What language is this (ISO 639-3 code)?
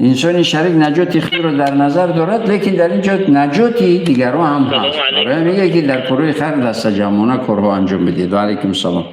tgk